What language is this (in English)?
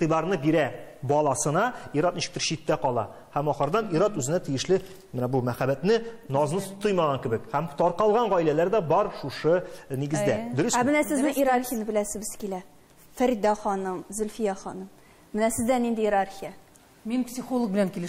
Tatar